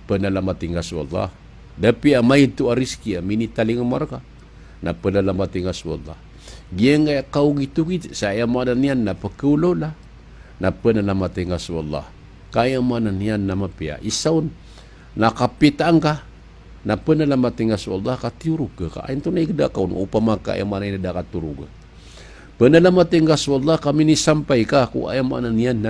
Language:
Maranao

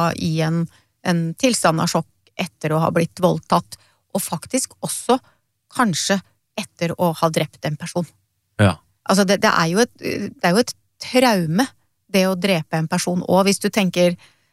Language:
Norwegian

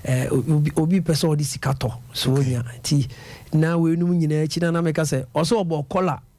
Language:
Akan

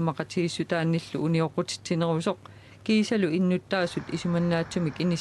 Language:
Kalaallisut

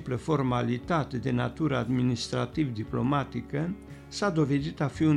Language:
Romanian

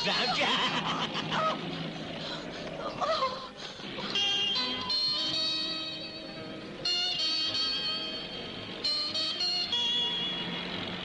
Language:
Persian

